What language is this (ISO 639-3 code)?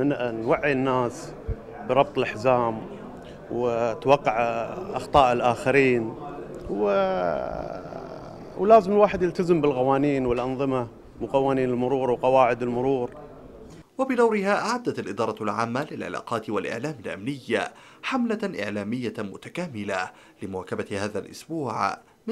ara